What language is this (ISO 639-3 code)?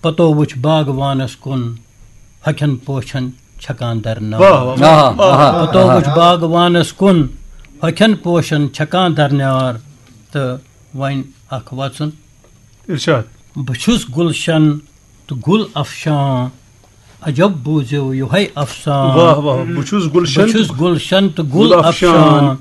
kas